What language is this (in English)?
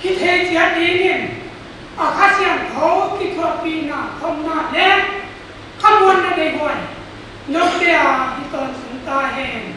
Paite Chin